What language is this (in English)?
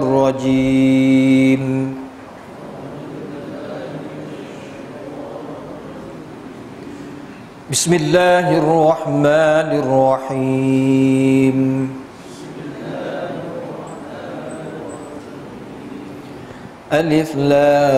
Malay